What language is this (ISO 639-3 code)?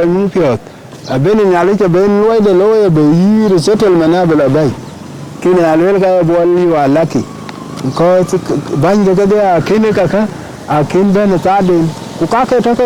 din